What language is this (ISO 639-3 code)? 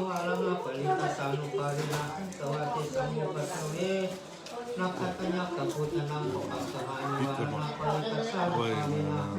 pli